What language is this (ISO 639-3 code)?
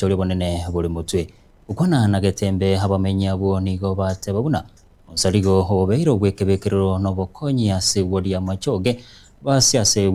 guz